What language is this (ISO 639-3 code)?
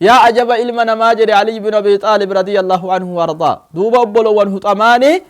orm